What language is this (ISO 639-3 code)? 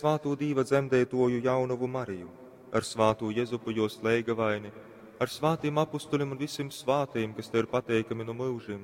ltg